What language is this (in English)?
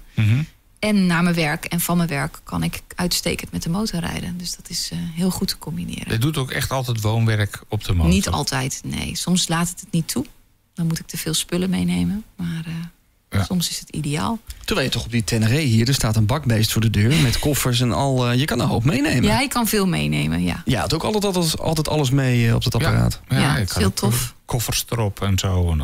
Dutch